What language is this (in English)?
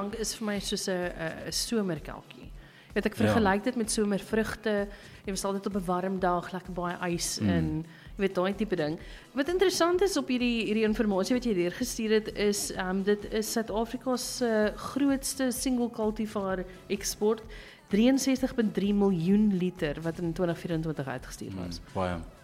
Afrikaans